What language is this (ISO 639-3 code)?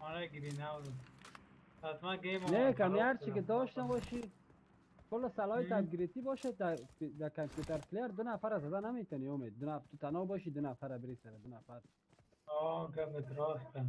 fas